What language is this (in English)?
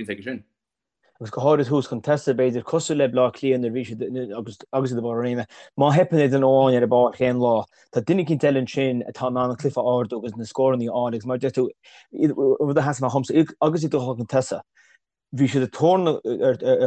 Irish